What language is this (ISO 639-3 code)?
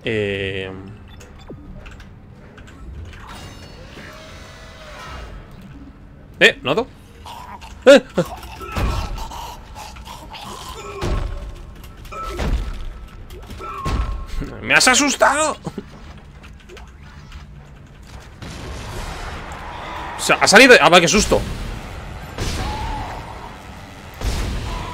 spa